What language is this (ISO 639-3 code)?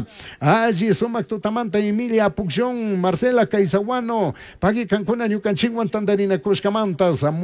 qug